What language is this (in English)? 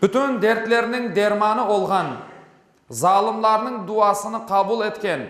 Crimean Tatar